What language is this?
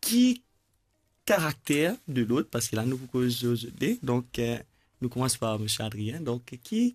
Morisyen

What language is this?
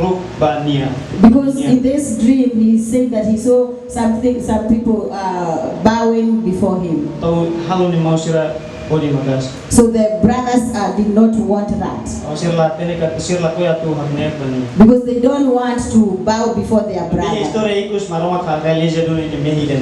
Tetum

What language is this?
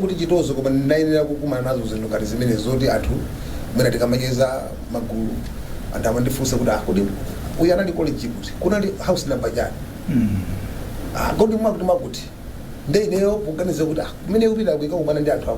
Nyanja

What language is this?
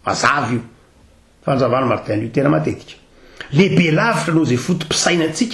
Malagasy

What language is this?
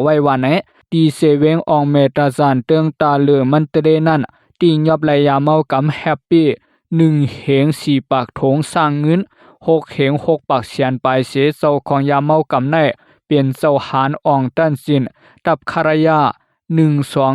Shan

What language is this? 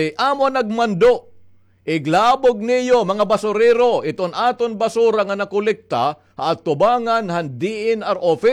Waray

